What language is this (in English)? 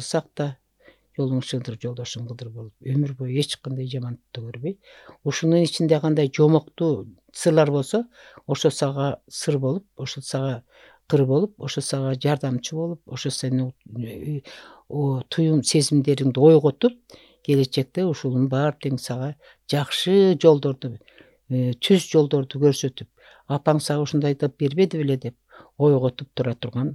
Kyrgyz